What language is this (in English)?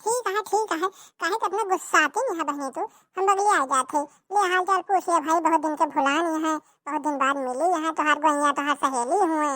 Awadhi